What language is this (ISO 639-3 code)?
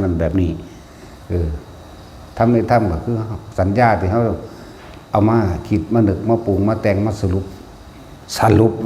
lao